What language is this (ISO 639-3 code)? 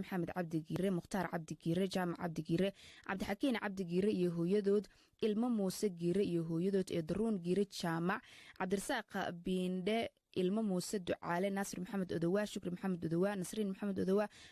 som